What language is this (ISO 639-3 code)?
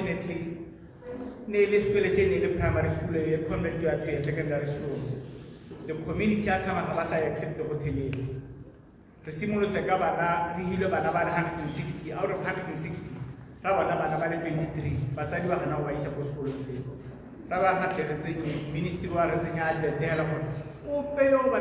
tsn